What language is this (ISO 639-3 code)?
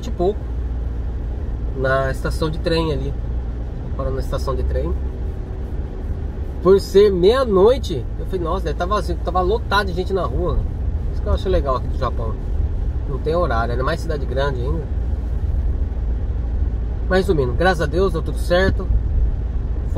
por